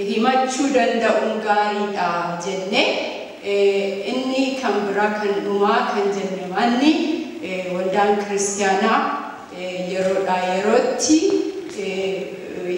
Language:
Oromo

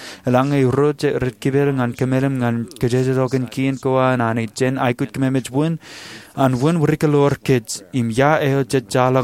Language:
Marshallese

